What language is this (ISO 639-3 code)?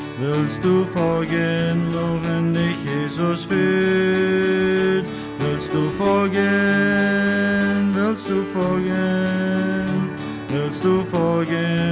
pdt